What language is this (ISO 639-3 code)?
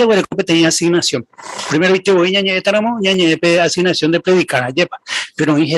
grn